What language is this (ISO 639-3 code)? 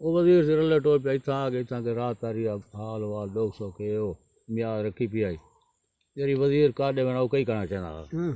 skr